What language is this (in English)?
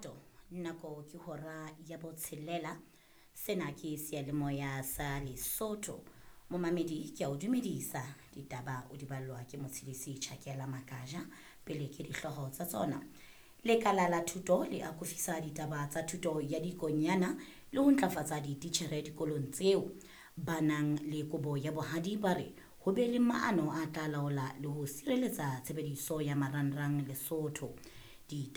Southern Sotho